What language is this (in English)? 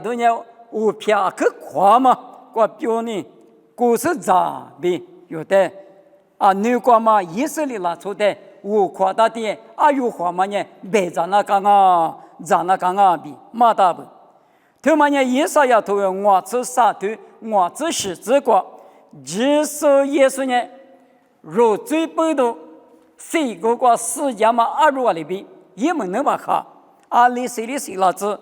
Lisu